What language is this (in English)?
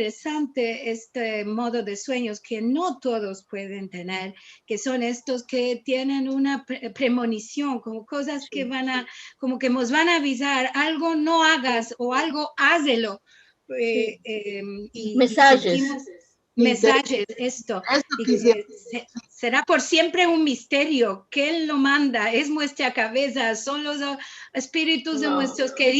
Ladino